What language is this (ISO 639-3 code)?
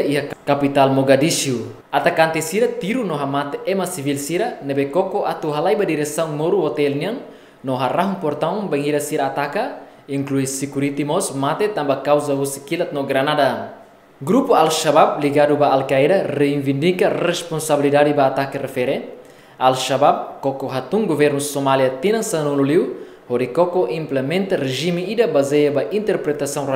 tet